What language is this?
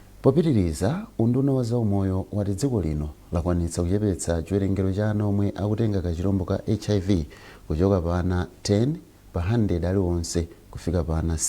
Nyanja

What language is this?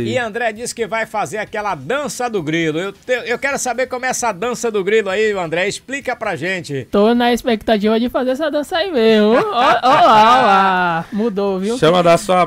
Portuguese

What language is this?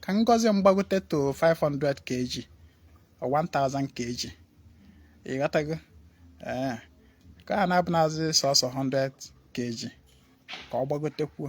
Igbo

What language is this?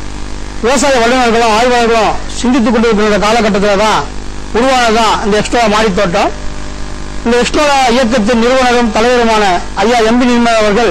Tamil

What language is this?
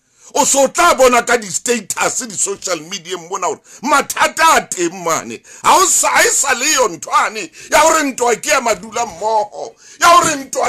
Southern Sotho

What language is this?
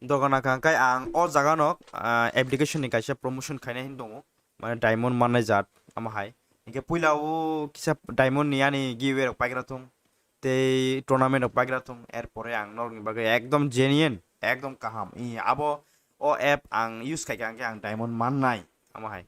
Kok Borok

